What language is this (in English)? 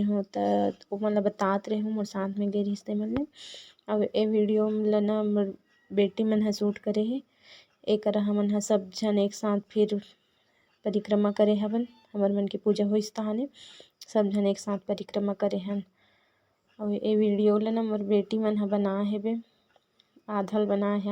Chhattisgarhi